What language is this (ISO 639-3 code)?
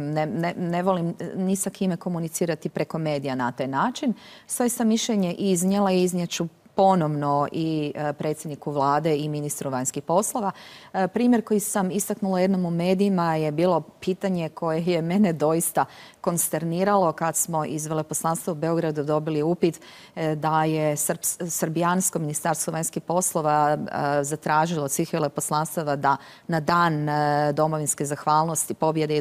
hrv